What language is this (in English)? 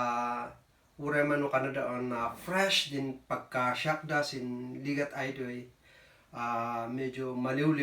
Kankanaey